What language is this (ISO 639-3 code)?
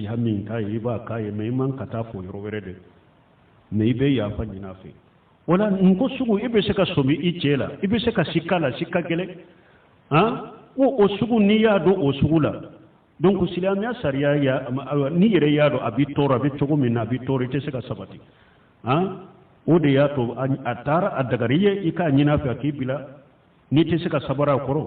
bam